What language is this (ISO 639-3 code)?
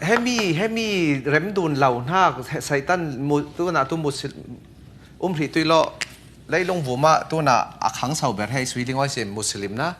cfm